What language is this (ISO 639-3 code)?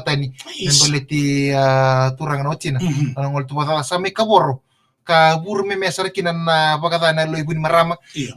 fij